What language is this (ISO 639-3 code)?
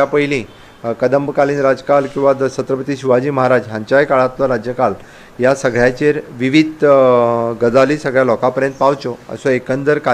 kok